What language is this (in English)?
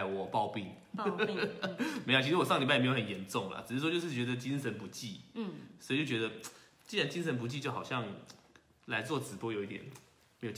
Chinese